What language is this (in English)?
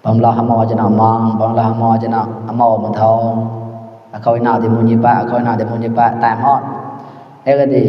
Mon